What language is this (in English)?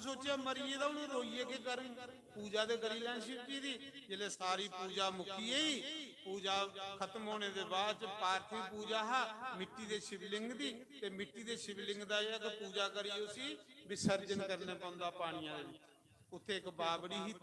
Dogri